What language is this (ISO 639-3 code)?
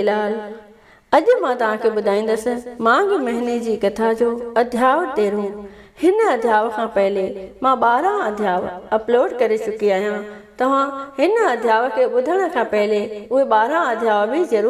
snd